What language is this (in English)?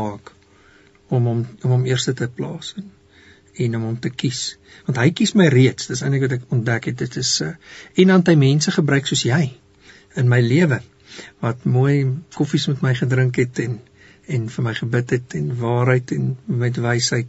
Afrikaans